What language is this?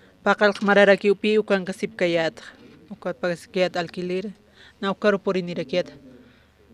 Aymara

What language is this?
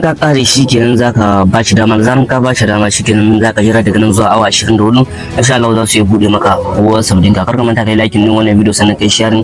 Hausa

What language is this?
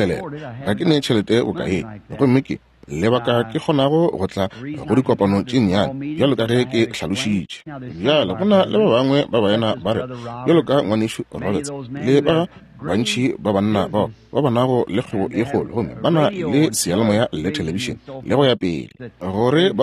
Northern Sotho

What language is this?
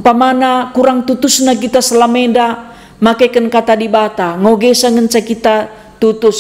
Batak Karo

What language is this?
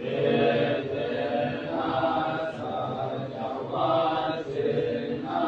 Pali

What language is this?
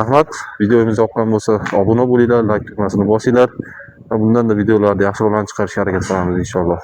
Uzbek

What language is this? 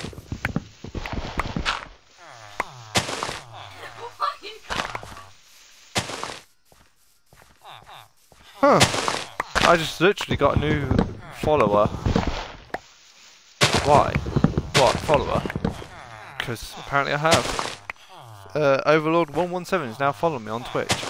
English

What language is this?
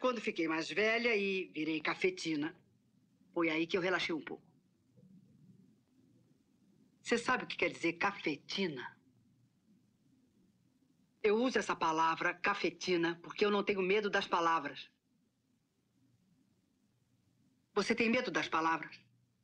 Portuguese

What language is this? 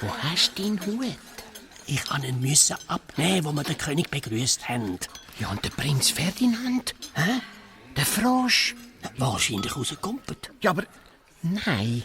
Swiss German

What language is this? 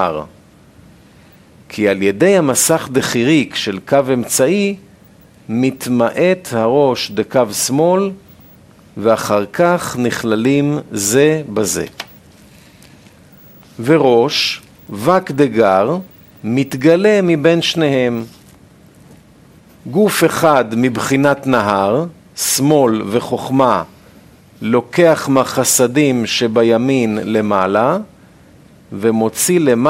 Hebrew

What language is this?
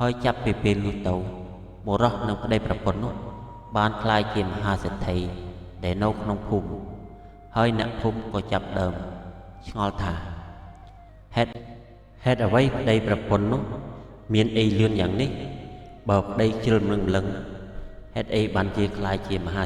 Khmer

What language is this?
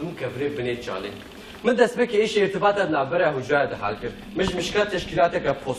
Kurdish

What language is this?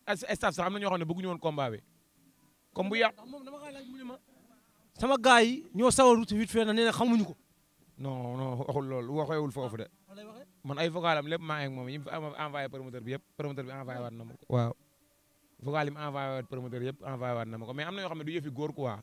Wolof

